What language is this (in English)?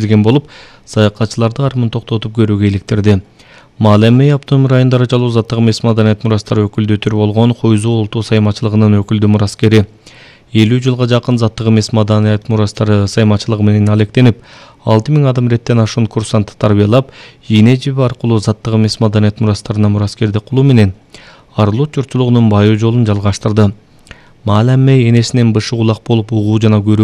Kyrgyz